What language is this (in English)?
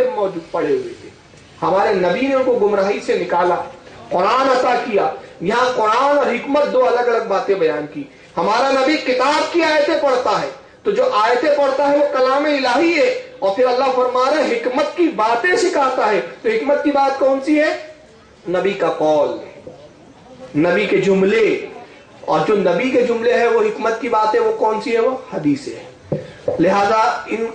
Urdu